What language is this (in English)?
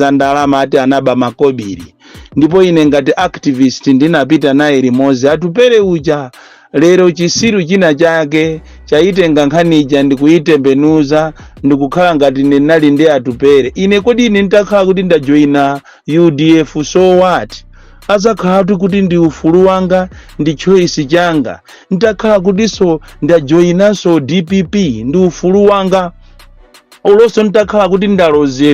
Nyanja